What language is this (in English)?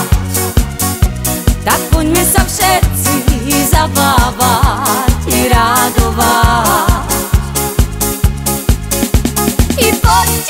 Slovak